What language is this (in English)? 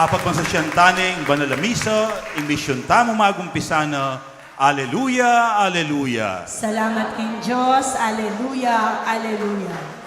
Pampanga